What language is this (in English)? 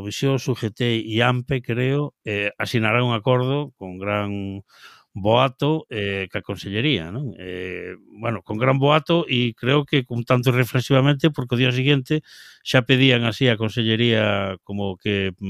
Galician